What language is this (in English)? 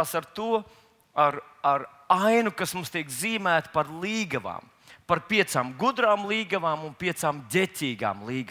Latvian